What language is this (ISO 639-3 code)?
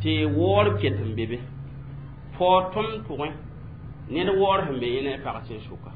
mos